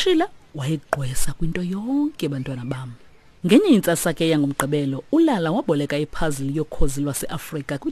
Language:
Xhosa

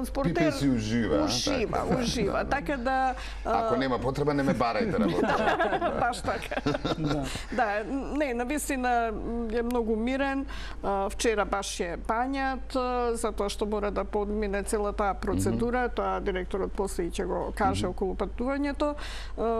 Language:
Macedonian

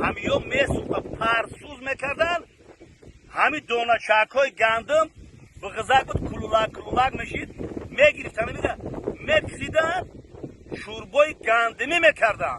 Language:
Tajik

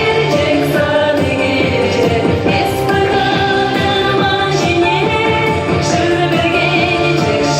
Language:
Chuvash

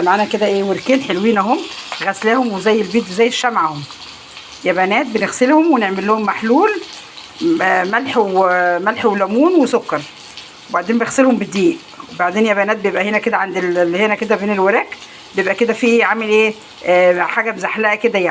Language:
Egyptian Arabic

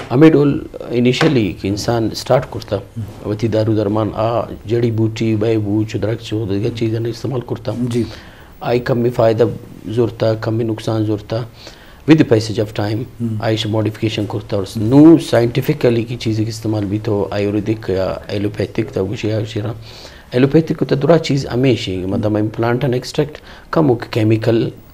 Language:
Eastern Balochi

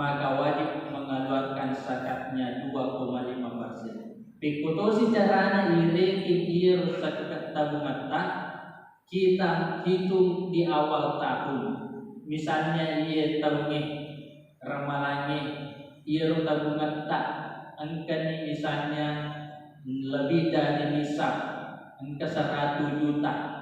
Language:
Buginese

